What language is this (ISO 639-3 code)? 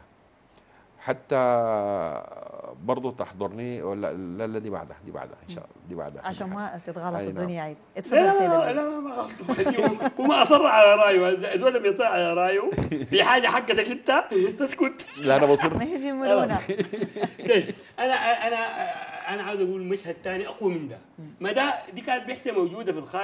apd